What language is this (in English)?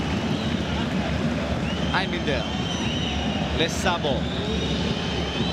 Hebrew